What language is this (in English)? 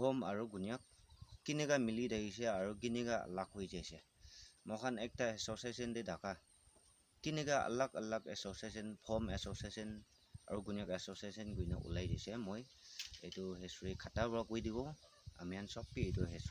Naga Pidgin